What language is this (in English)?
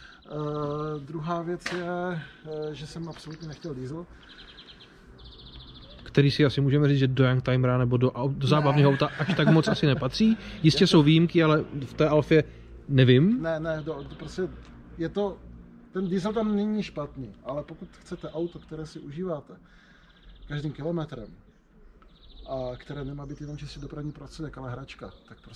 Czech